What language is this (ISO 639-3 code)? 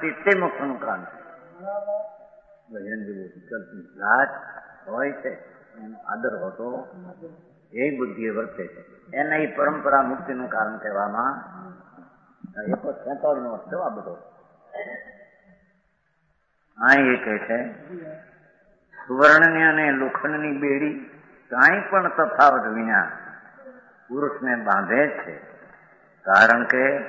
guj